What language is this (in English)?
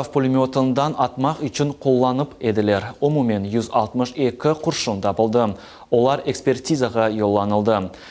Crimean Tatar